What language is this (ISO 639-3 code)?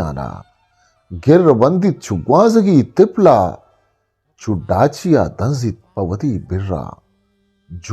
bgp